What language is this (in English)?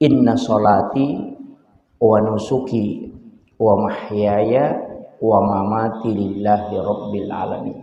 Buginese